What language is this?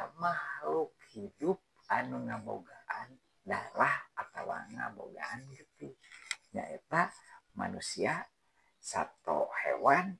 Sundanese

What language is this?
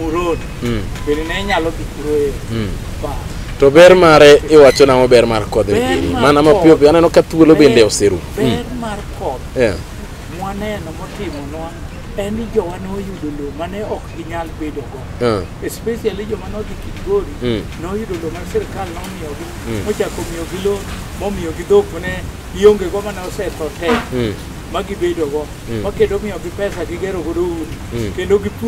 Luo (Kenya and Tanzania)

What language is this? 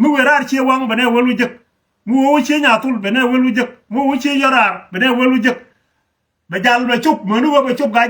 Nuer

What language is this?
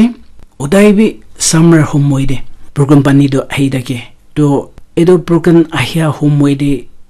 Naga Pidgin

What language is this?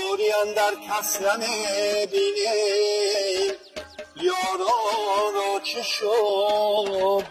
Tajik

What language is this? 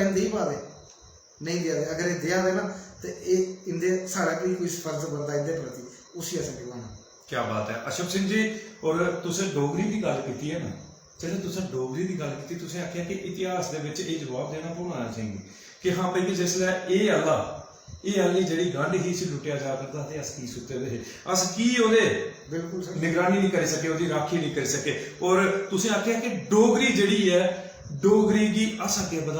Dogri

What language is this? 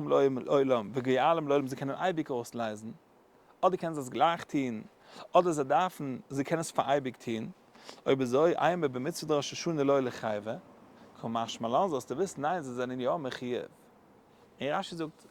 Yiddish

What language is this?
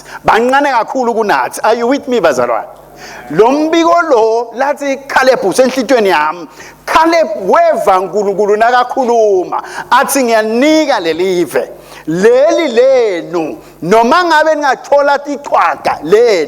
Swati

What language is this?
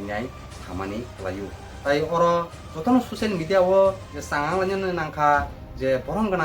Kok Borok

